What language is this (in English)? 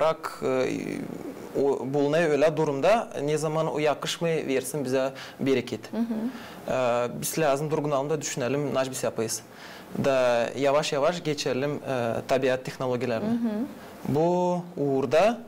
Gagauz